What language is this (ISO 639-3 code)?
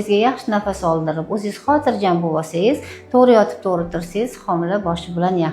uzb